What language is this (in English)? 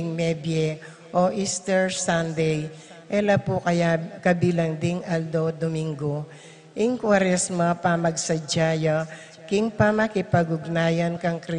Pampanga